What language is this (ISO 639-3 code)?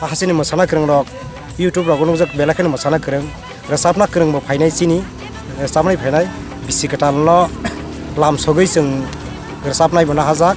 trp